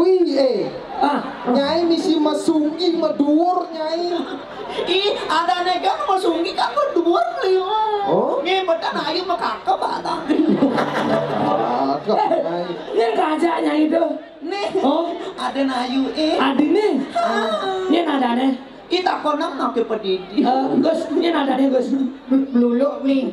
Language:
Balinese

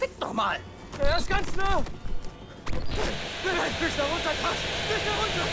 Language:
Bavarian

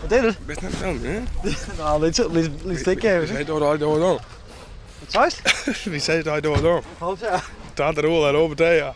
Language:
Western Frisian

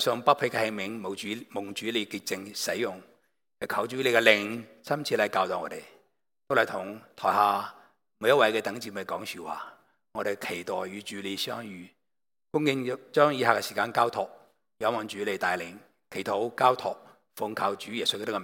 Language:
Cantonese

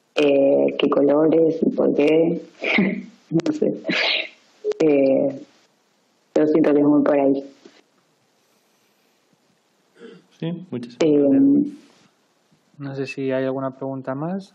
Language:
Spanish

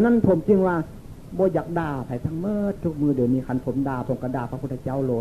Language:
Northeastern Thai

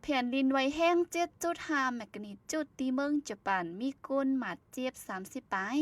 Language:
Shan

